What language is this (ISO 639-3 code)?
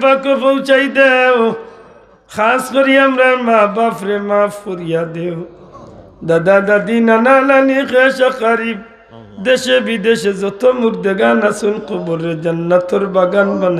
syl